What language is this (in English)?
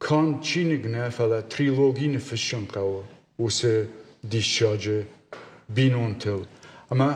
Ossetic